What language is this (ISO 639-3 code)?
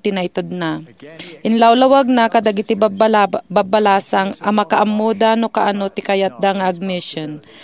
ilo